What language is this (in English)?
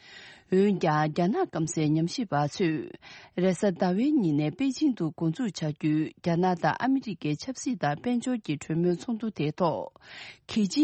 Tibetan